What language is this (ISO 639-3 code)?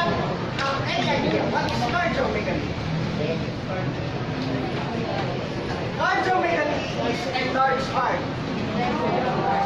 fil